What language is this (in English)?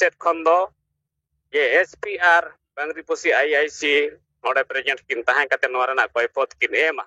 Santali